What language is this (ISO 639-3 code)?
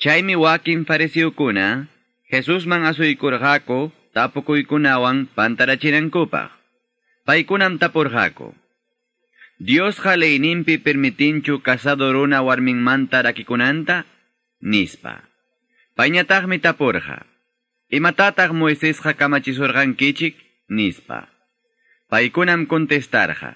quy